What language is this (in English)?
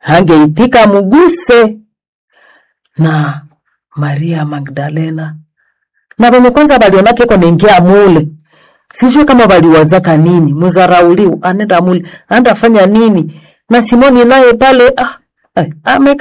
Swahili